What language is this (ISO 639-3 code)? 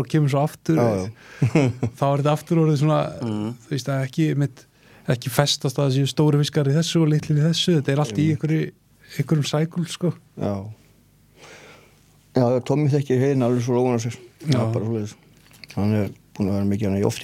isl